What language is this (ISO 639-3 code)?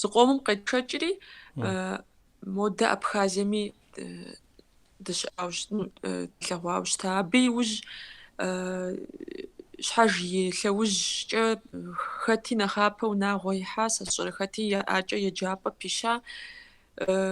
kbd